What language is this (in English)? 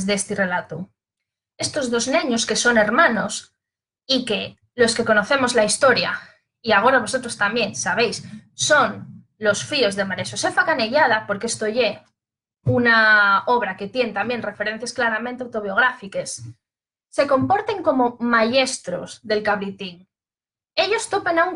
Asturian